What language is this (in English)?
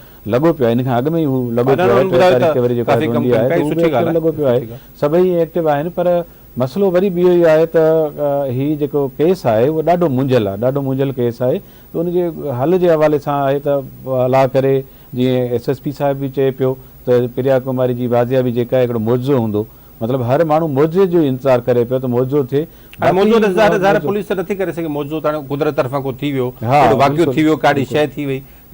Sindhi